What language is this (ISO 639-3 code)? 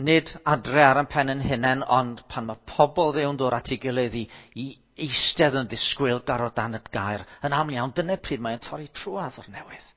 cym